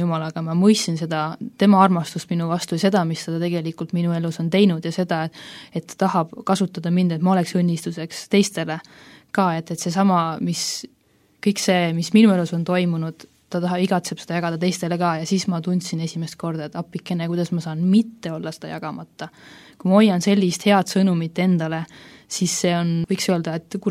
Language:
Estonian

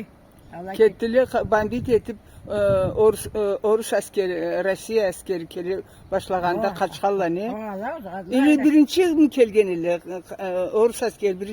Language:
Karachay-Balkar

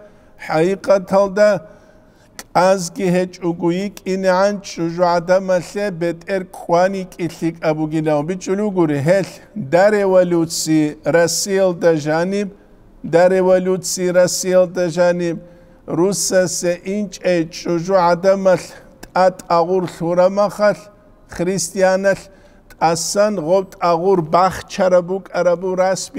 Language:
Avaric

